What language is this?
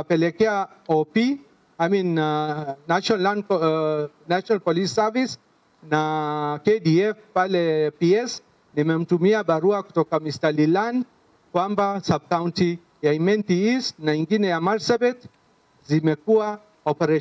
Meru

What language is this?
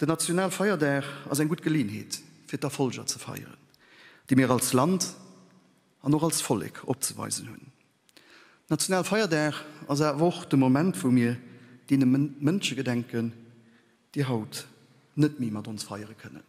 Luxembourgish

